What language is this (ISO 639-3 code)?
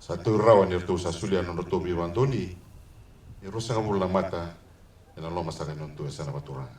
fij